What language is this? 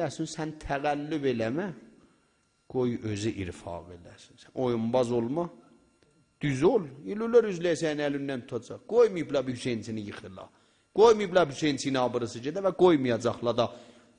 South Azerbaijani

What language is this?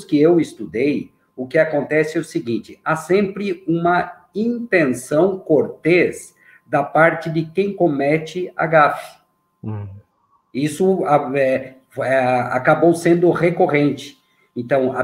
Portuguese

